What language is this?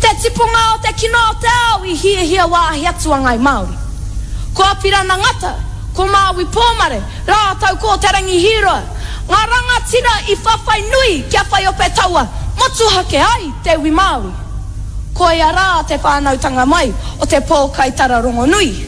Māori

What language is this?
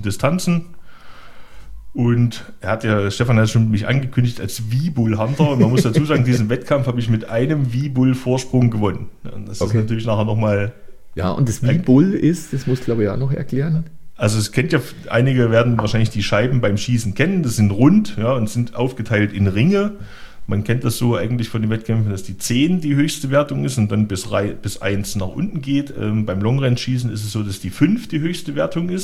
German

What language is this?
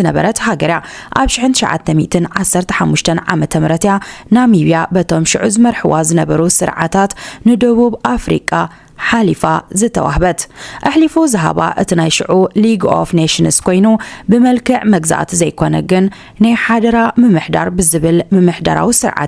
Tigrinya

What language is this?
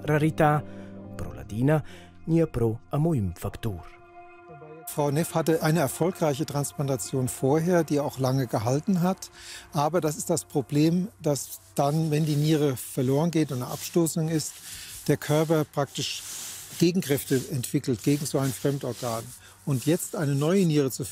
Romansh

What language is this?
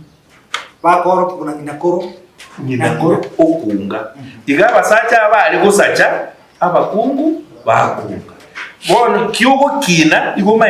Gusii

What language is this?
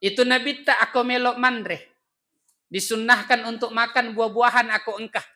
Buginese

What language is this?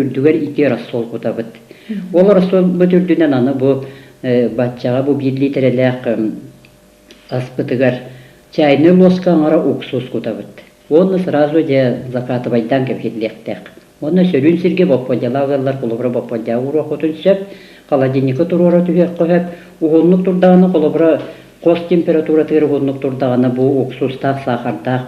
Yakut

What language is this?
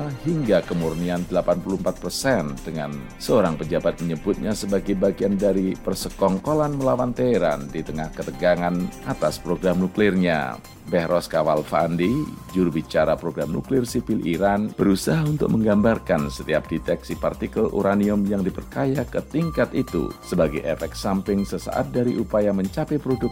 Indonesian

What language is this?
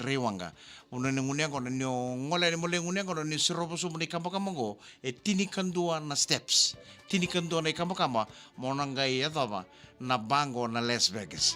Fijian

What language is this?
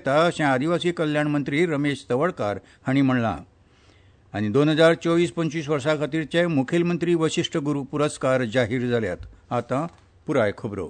Konkani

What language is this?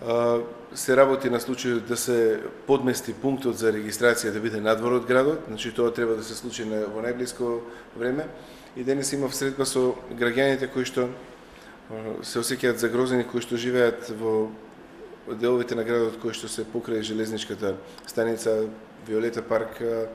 Macedonian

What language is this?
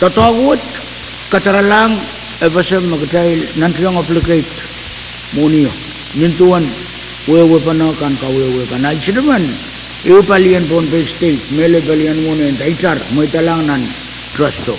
Pohnpeian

